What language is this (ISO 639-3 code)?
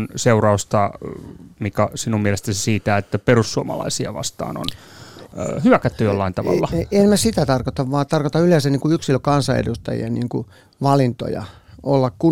fin